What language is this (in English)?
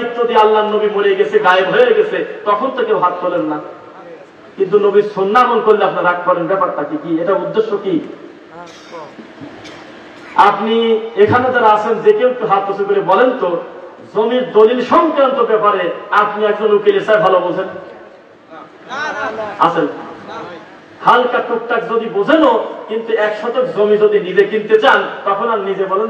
Bangla